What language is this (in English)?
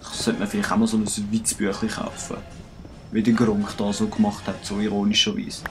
Swiss German